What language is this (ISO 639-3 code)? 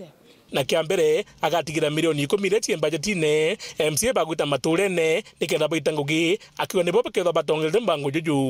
mer